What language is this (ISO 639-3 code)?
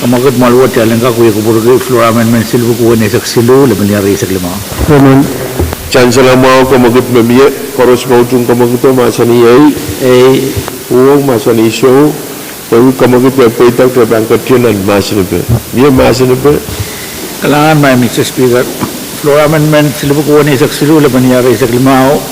pon